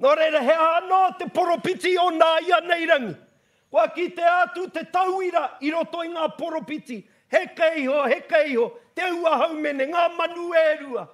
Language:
Māori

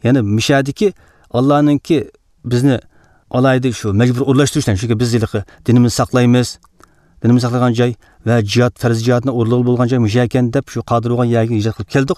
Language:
Uyghur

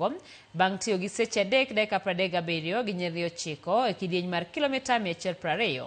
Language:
Luo (Kenya and Tanzania)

